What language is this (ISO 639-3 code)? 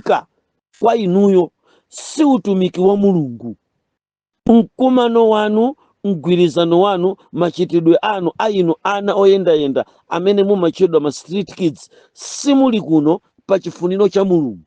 nya